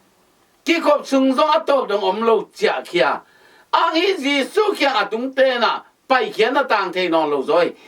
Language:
Tedim Chin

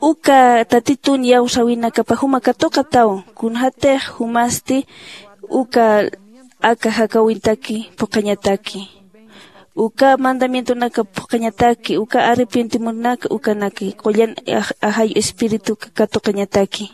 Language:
Aymara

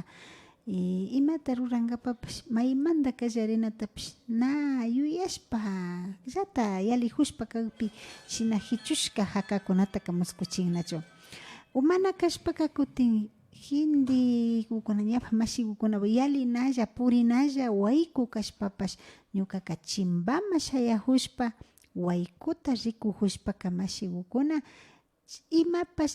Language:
Imbabura Highland Quichua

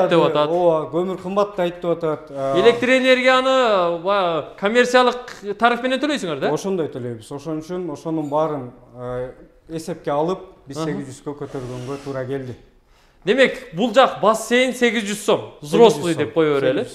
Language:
Kyrgyz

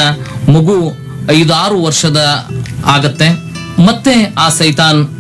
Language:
Kannada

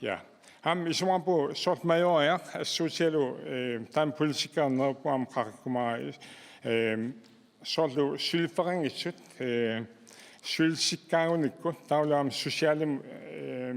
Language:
Kalaallisut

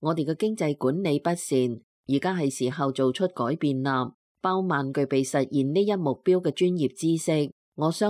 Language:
Cantonese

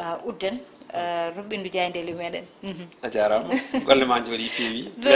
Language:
Fula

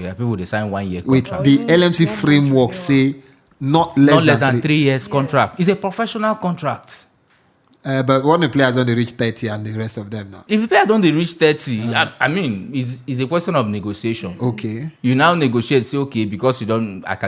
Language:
Nigerian Pidgin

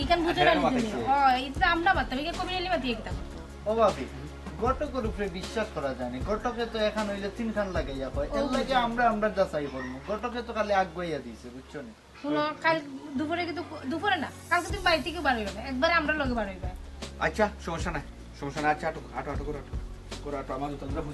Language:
Sylheti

